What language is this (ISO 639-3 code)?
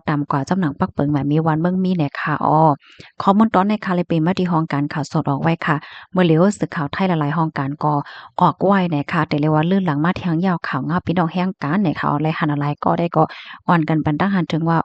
shn